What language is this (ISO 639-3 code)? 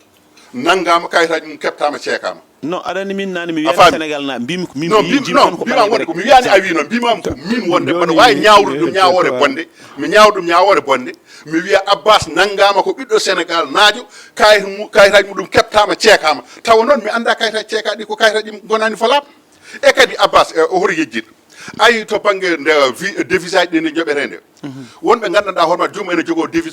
ful